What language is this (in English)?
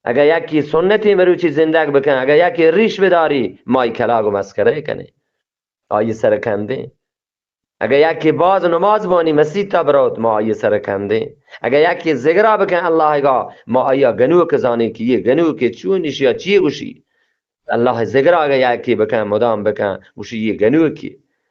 Eastern Balochi